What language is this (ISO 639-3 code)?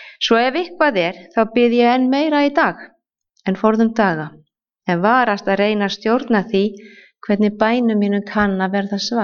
isl